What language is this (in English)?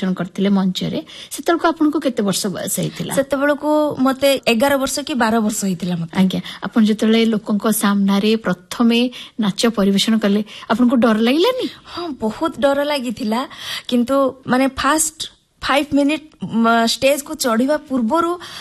Odia